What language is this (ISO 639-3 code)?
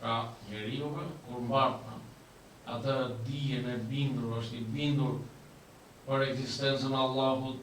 sqi